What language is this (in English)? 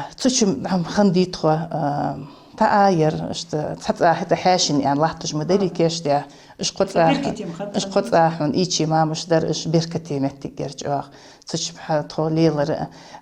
Ingush